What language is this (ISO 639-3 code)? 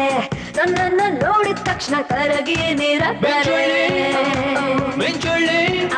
kan